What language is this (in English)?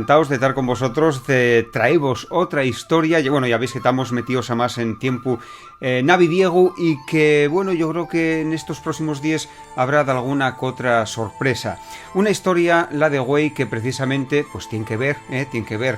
Asturian